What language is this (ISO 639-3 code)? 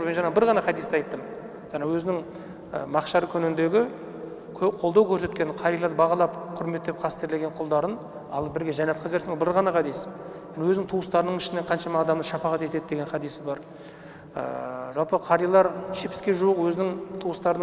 kaz